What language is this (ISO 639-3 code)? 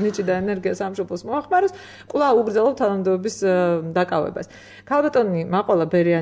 kat